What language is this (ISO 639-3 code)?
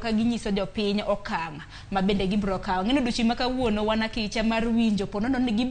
luo